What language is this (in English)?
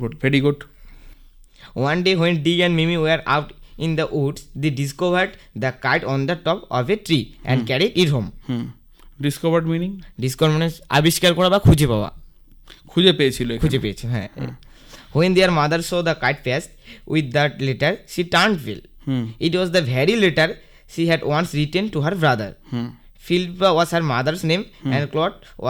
Bangla